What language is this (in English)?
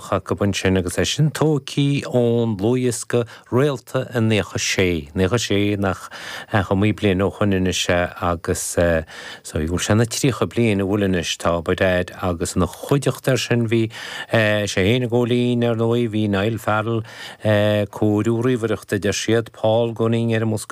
Irish